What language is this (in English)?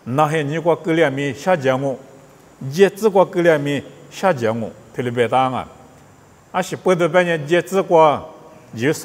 Lisu